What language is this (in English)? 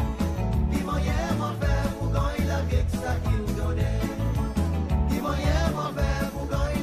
Seselwa Creole French